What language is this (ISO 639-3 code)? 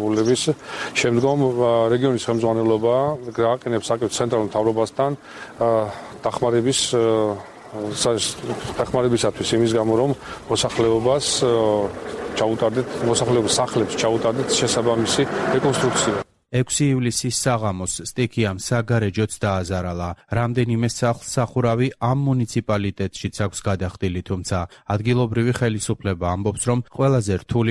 kat